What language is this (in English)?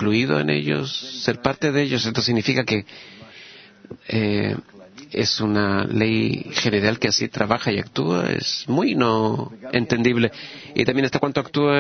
Spanish